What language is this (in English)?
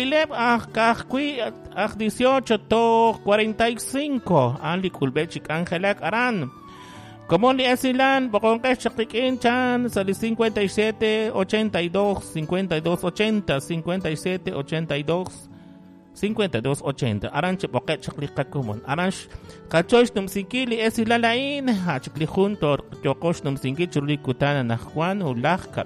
Kekchí